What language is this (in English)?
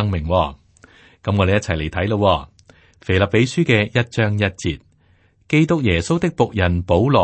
Cantonese